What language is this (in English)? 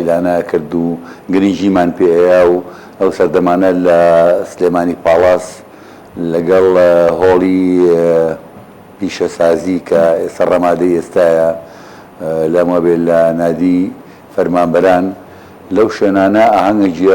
Central Kurdish